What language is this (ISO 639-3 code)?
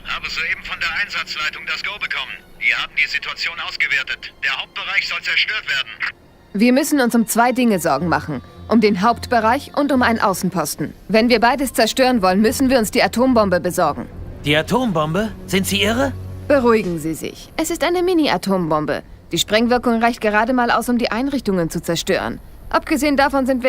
bar